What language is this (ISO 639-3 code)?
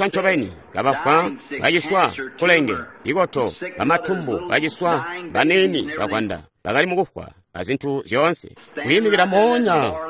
toi